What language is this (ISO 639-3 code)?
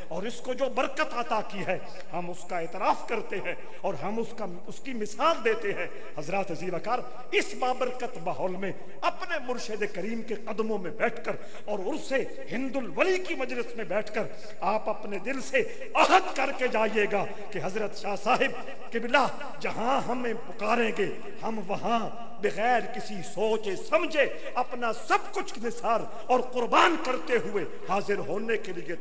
urd